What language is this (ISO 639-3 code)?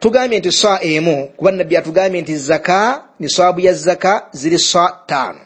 lug